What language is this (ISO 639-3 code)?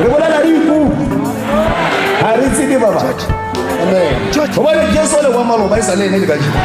nso